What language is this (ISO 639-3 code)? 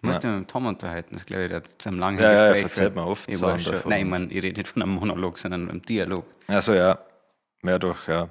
bar